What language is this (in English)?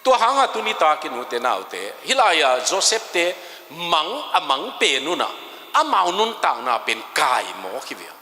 Tedim Chin